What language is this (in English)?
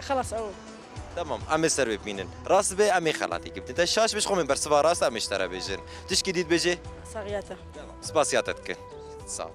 Kurdish